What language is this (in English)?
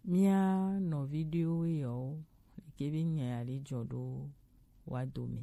Gen